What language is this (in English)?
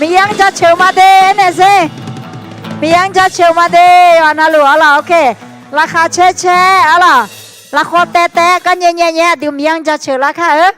Akha